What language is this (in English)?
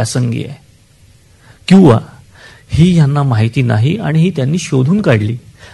Marathi